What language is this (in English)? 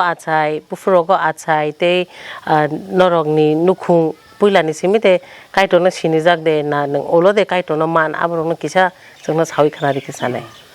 Kok Borok